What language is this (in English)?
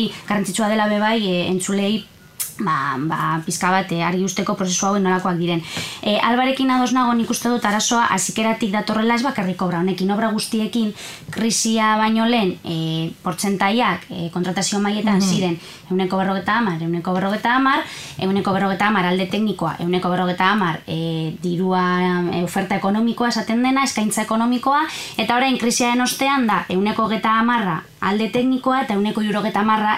Basque